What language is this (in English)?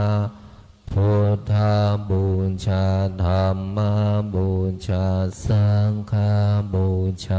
Pali